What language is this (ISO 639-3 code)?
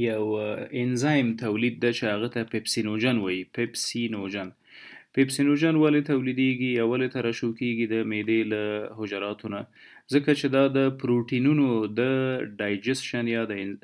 pus